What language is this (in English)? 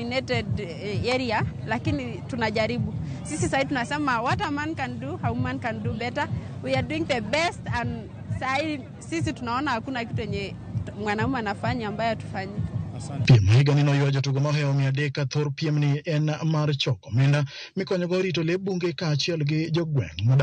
Luo (Kenya and Tanzania)